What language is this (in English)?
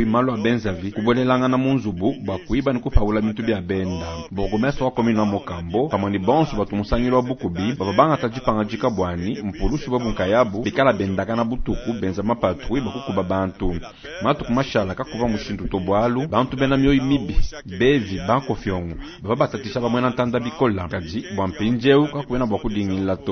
Luba-Lulua